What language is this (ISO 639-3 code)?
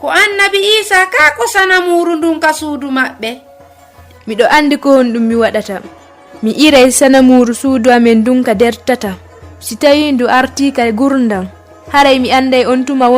ful